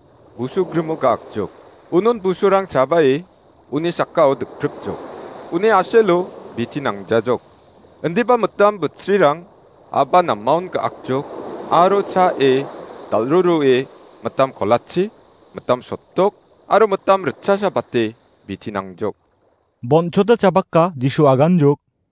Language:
Garo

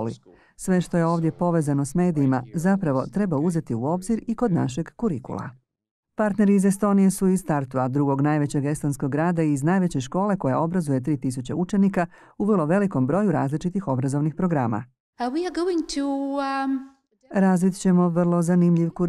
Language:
Croatian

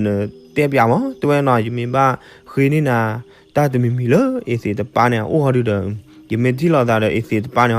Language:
S'gaw Karen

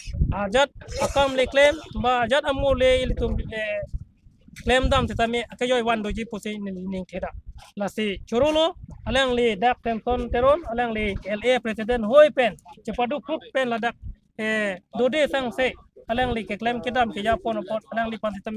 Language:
Karbi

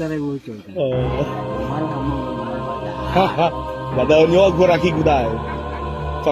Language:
Nias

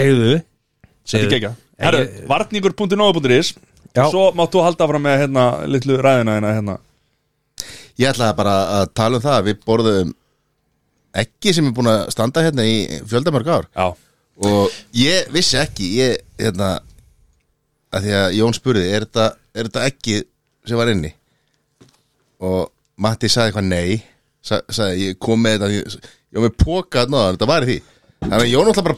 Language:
Icelandic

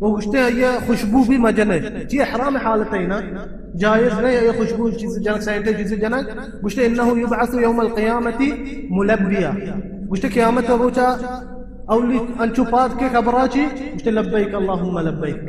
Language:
Baluchi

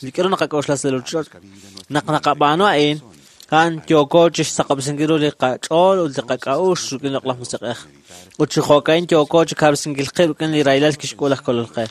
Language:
Kekchí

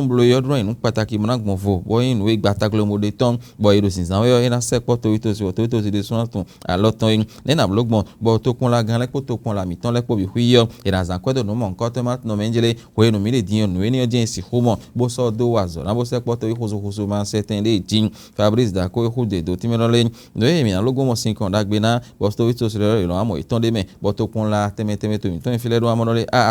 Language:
Fon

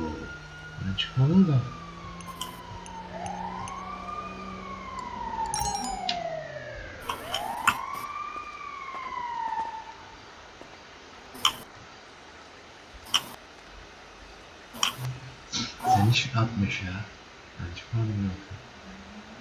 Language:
Turkish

